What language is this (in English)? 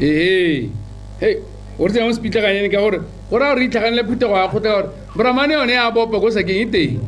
Tswana